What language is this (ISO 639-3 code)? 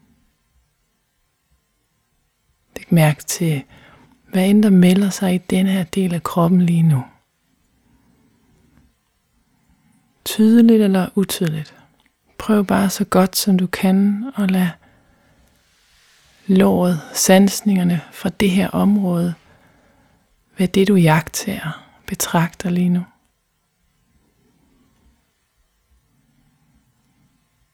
dan